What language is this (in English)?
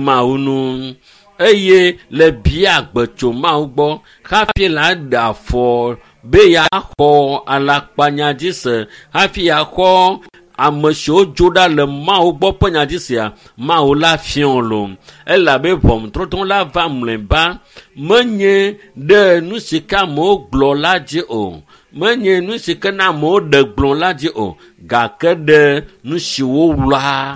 Ewe